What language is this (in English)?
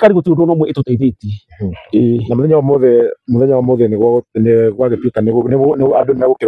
Kikuyu